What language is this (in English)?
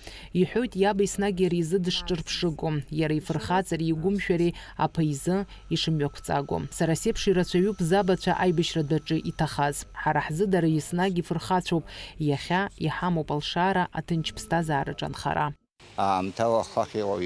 Abkhazian